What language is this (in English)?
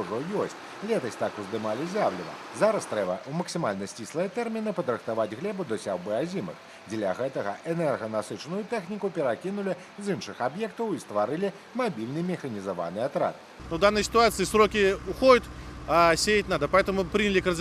Belarusian